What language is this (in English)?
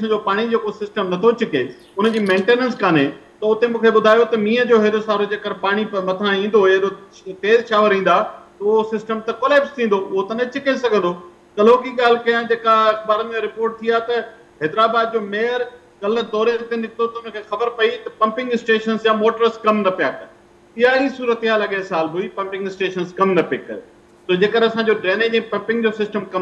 Sindhi